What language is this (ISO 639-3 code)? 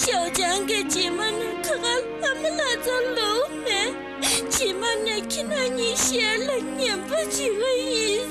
bod